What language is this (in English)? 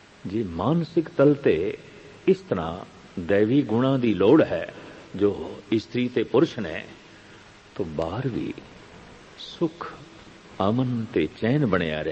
Punjabi